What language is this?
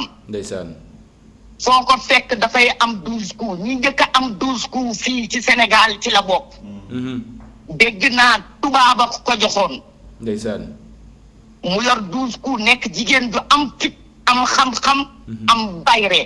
Wolof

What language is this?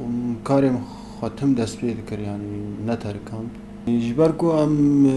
Kurdish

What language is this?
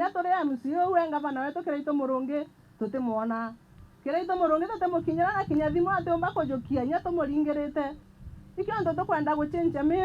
Meru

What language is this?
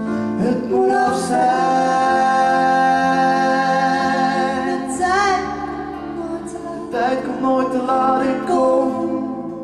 Dutch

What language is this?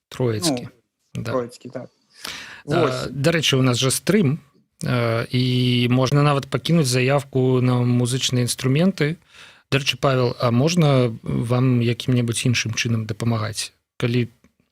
Belarusian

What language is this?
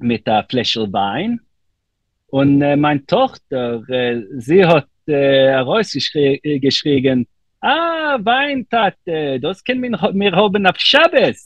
Yiddish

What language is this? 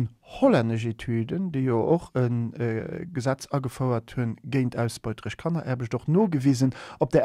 Luxembourgish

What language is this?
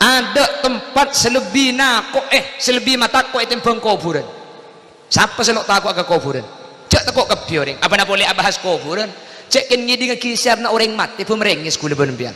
Madurese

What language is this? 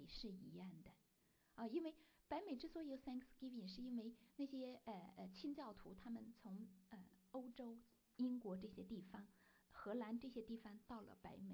Chinese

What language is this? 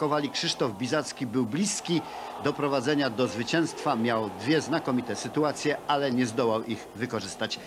Polish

